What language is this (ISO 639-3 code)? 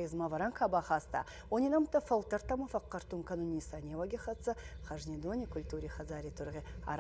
oss